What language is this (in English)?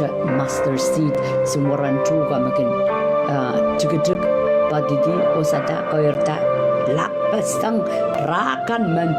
Pohnpeian